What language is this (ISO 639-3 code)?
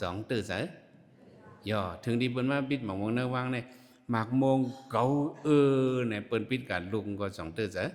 shn